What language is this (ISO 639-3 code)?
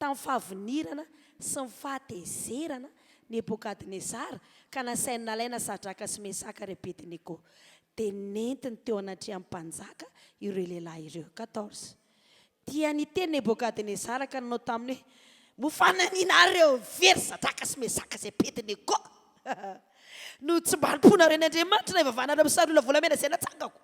mlg